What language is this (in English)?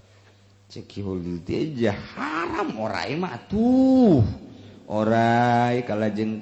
Sundanese